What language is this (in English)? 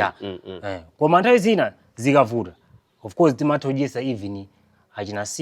Nyanja